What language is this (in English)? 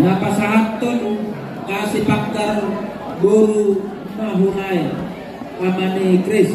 Batak Toba